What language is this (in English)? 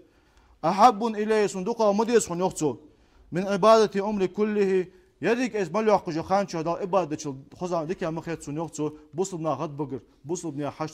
Ingush